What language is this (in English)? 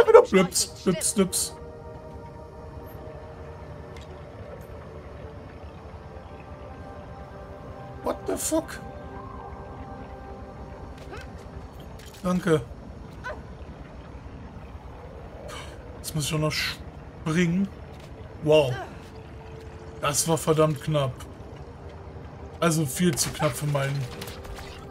German